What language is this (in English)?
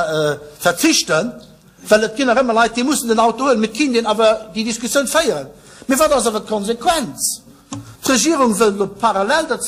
Luxembourgish